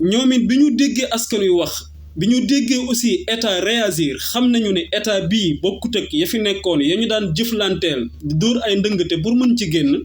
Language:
Wolof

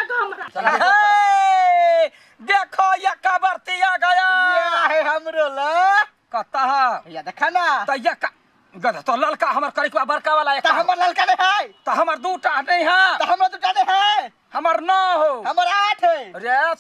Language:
Maithili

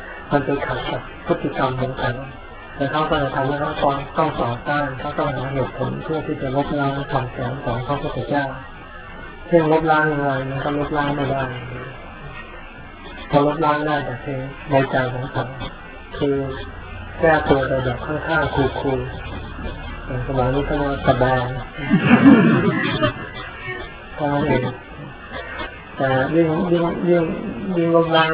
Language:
Thai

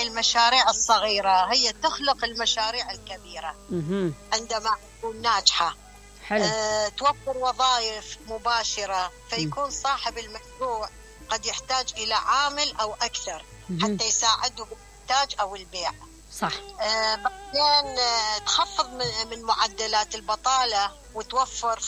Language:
Mesopotamian Arabic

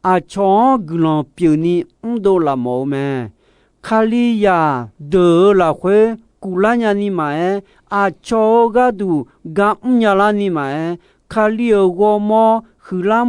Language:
Akha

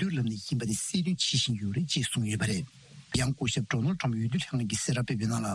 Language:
Tibetan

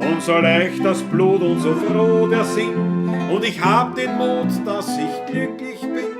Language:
Bavarian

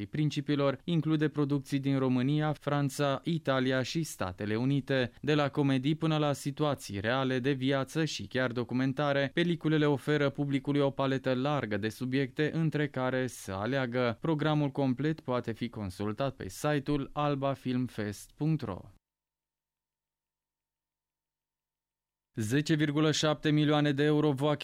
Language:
Romanian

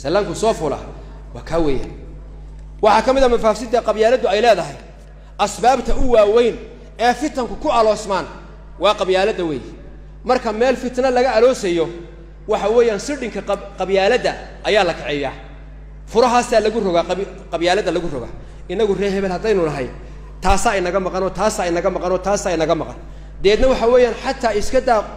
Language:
Somali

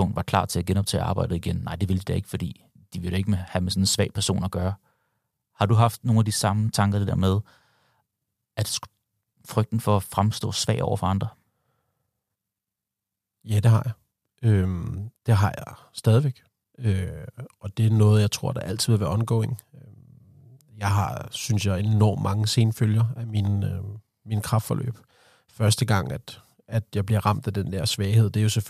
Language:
Danish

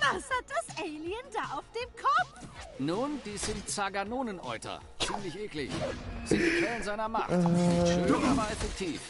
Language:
Swiss German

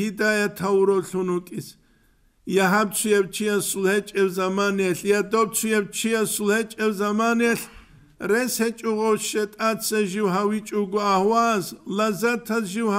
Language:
Avaric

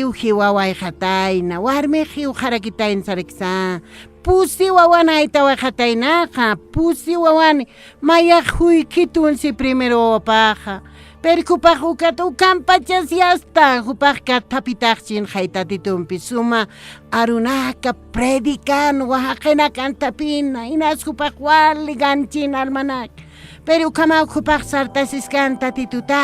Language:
Aymara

